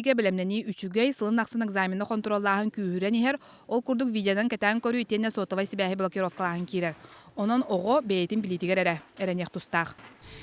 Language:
Yakut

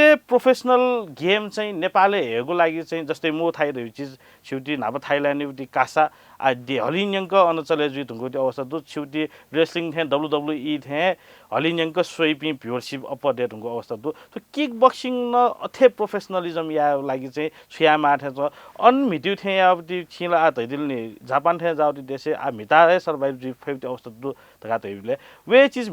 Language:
Newari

